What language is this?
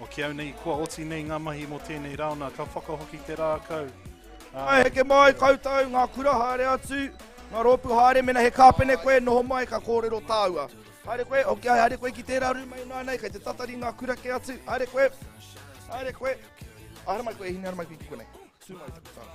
Māori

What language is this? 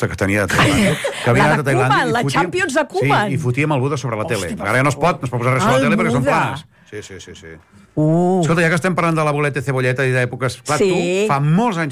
Catalan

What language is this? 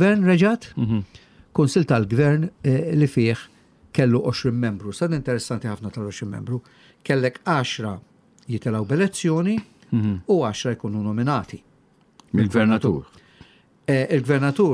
Maltese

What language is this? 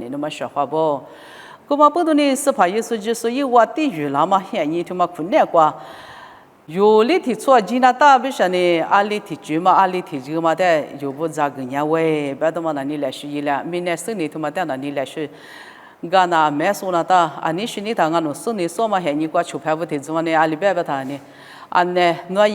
Lisu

